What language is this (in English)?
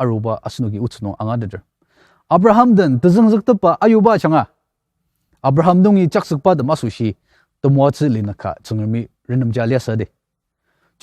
Ao Naga